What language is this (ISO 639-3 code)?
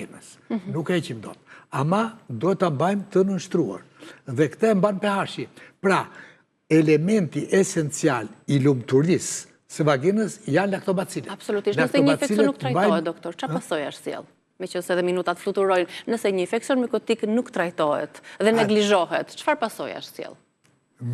sqi